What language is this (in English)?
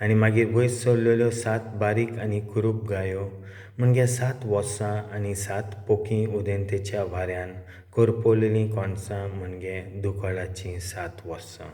Konkani